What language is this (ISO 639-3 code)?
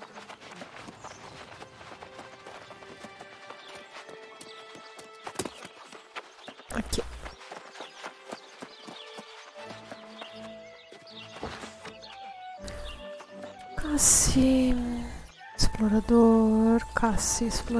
por